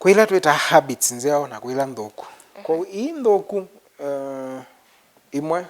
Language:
Kamba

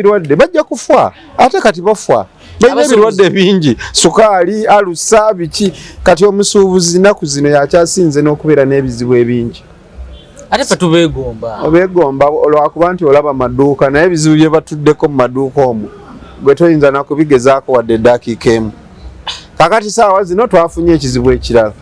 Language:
Ganda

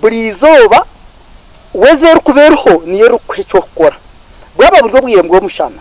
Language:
Nyankole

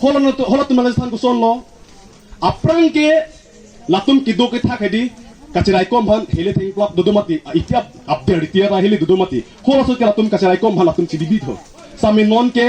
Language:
Karbi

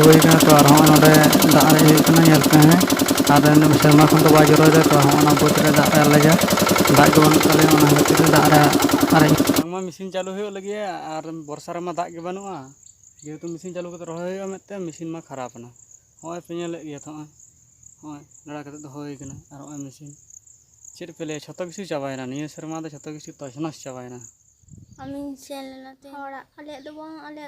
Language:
Santali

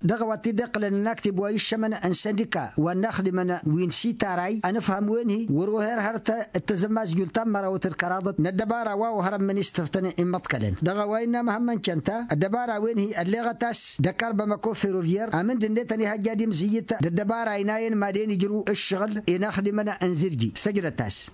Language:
Tamasheq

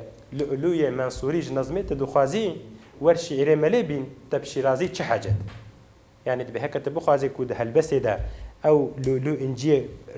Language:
Kurdish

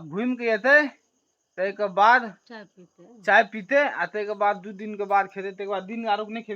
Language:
Maithili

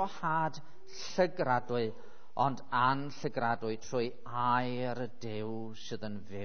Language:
Welsh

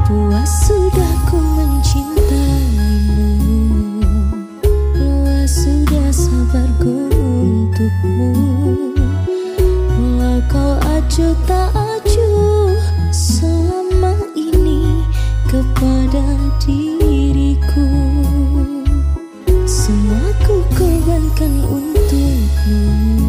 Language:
Indonesian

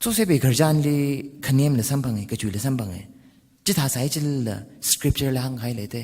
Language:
Tangkhul Naga (India)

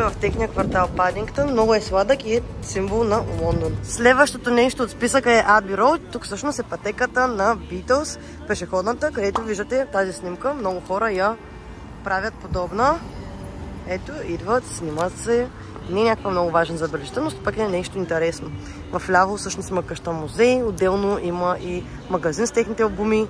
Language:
Bulgarian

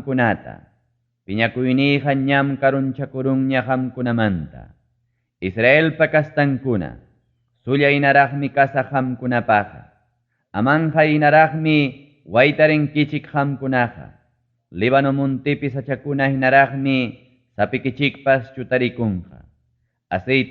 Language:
Ayacucho Quechua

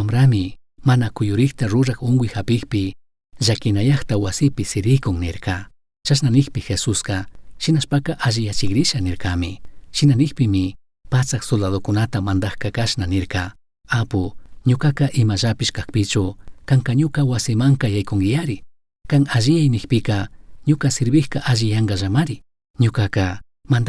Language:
Chimborazo Highland Quichua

